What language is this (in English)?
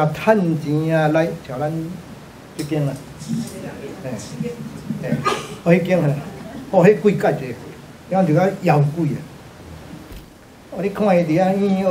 Min Nan Chinese